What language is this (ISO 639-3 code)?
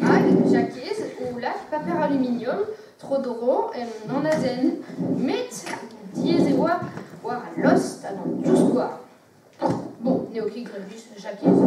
bre